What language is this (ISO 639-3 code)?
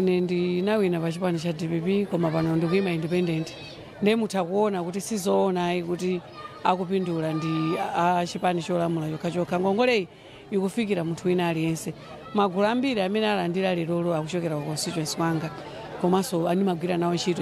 nya